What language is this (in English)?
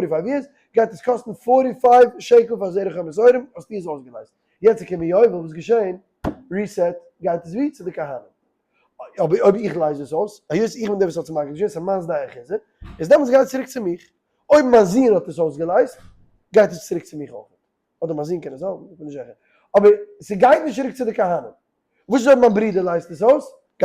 Yiddish